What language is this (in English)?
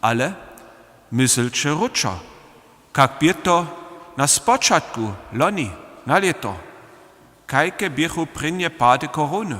Upper Sorbian